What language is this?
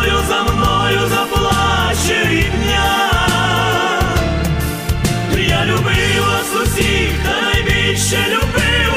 Ukrainian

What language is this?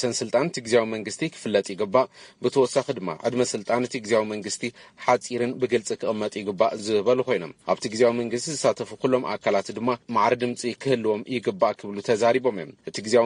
Tigrinya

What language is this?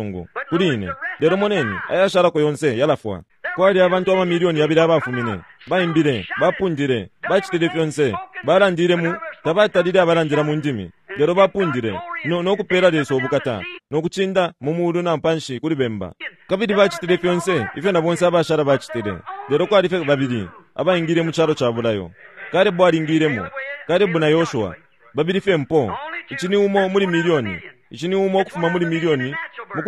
Bemba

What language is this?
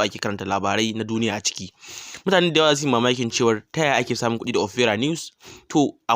Hausa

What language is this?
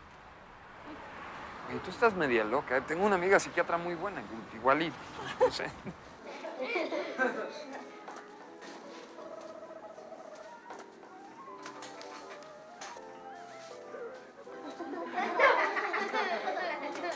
Spanish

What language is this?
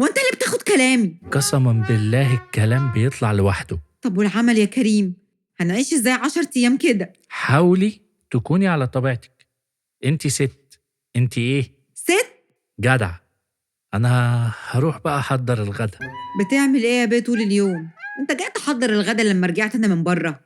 Egyptian Arabic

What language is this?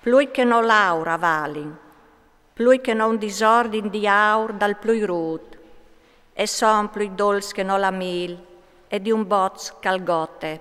Friulian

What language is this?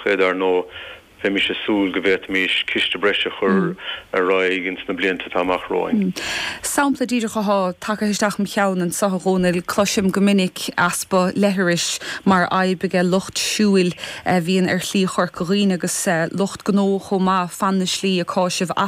Irish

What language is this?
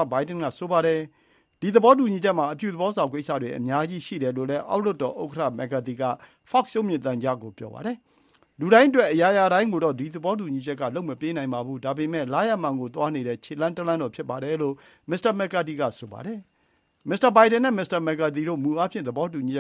Burmese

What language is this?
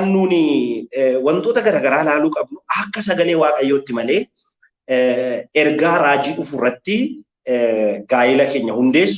Oromo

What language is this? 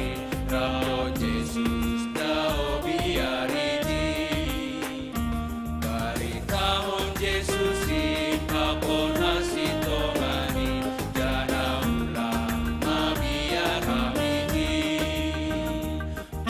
Batak Simalungun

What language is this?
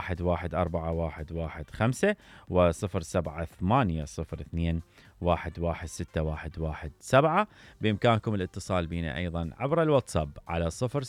Mesopotamian Arabic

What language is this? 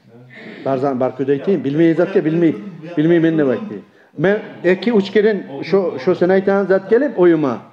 Kumyk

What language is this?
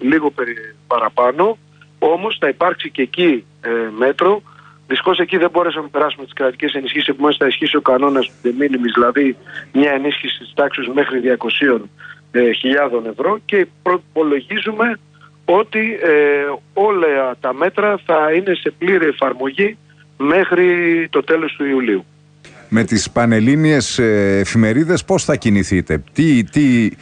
Greek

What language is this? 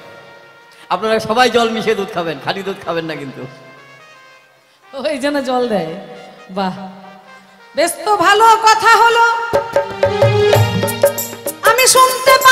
Bangla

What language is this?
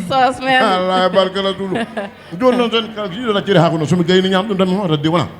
Fula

